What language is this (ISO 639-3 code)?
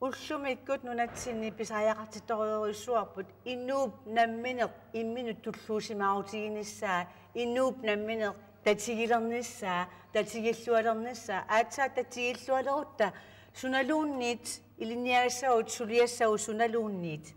kal